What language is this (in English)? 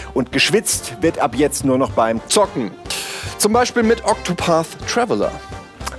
German